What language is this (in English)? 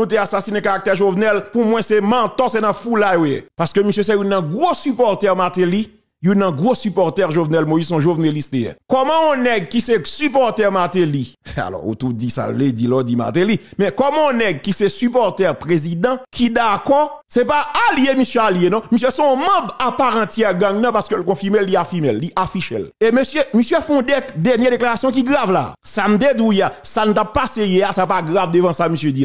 Haitian Creole